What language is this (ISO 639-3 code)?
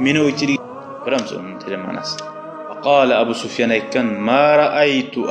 kum